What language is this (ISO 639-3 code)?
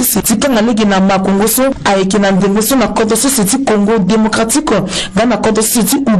sag